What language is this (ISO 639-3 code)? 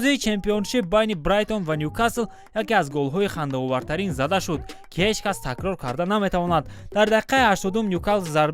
tgk